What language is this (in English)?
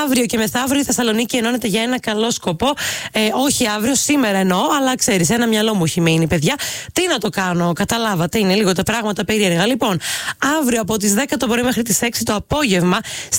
Greek